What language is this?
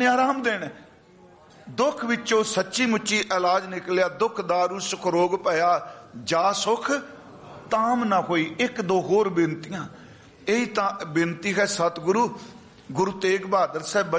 Punjabi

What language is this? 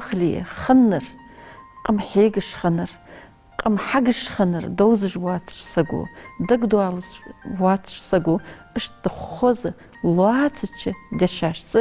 Ingush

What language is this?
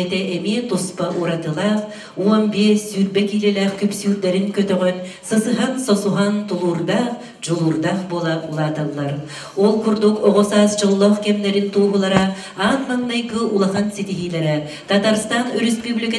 Yakut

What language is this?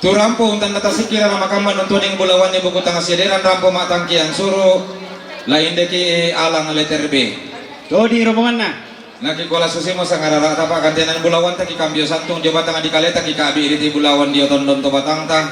Toraja-Sa'dan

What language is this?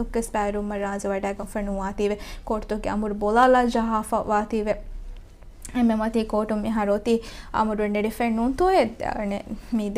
Divehi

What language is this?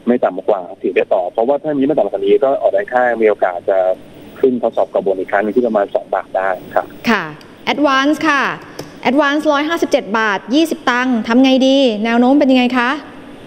Thai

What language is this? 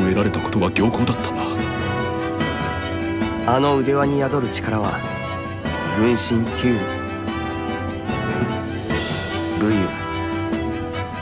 Japanese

